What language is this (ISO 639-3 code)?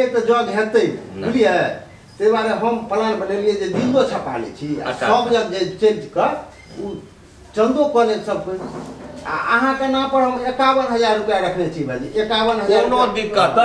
mai